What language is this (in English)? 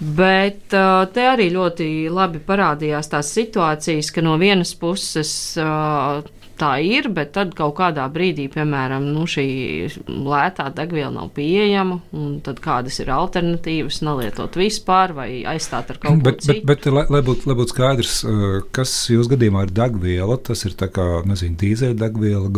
Latvian